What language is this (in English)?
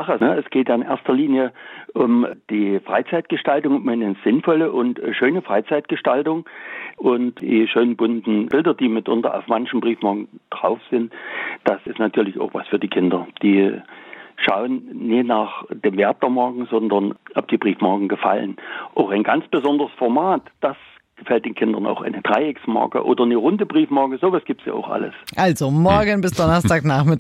German